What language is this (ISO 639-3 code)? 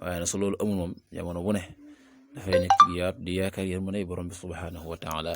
wol